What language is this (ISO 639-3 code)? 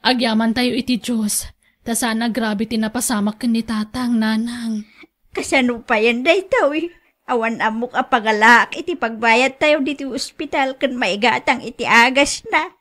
ilo